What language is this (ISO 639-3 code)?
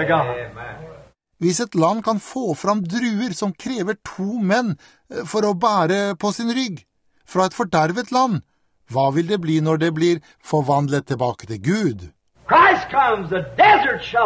nor